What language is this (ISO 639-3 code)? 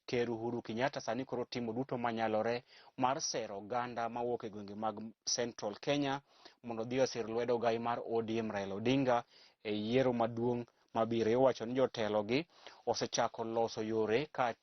luo